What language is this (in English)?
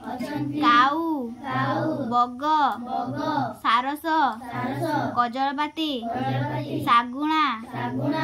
Odia